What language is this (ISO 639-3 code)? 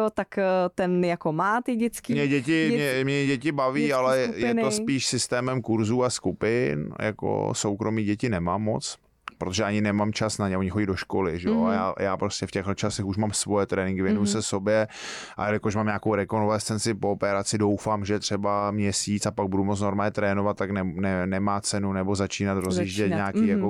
ces